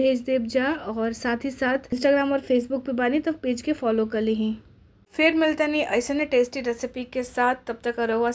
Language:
Bhojpuri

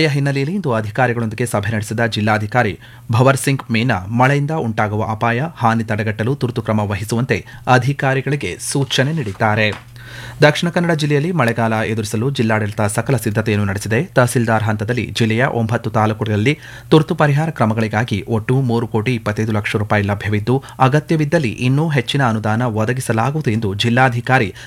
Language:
Kannada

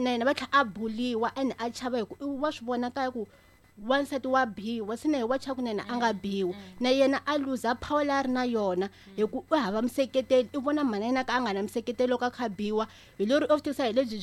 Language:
Tsonga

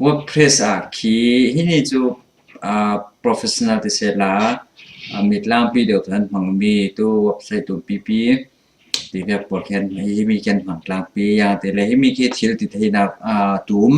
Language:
Falam Chin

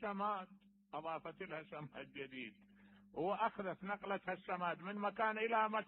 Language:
Mesopotamian Arabic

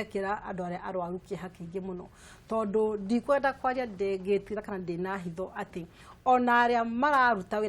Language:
Kikuyu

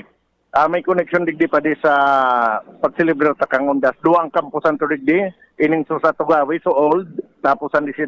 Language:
Bikol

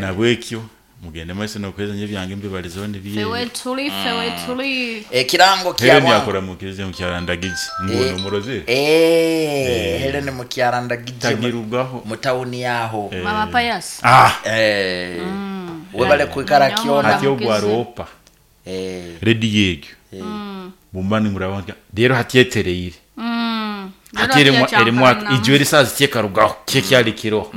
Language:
Nyoro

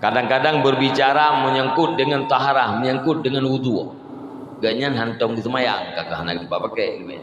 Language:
Achinese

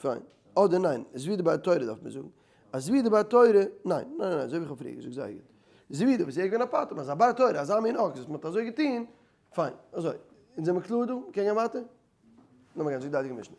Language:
Yiddish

